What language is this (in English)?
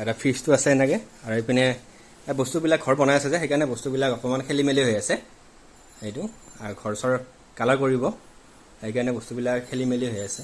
Assamese